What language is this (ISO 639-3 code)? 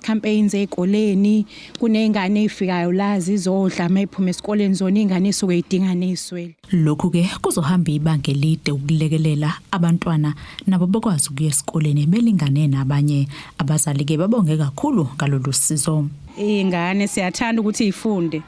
zul